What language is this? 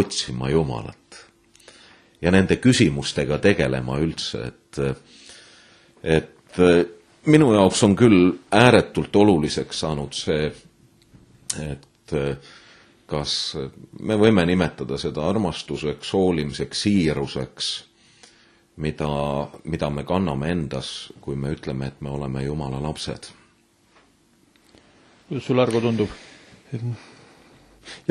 Estonian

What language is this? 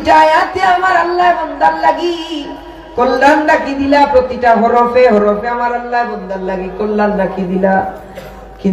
Sylheti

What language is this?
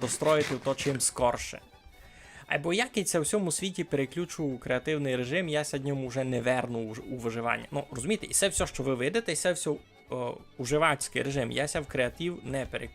Rusyn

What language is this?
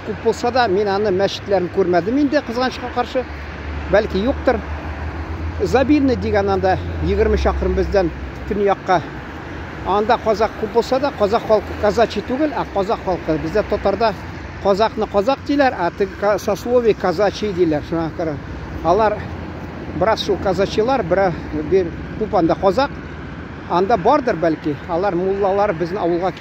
Tatar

